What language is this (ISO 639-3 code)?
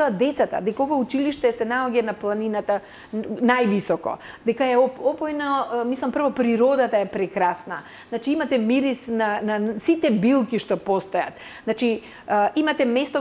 mkd